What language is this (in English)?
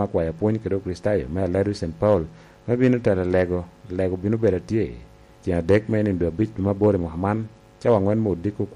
Lango (Uganda)